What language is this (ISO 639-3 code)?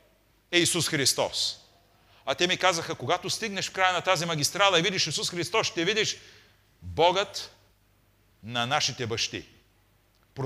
bul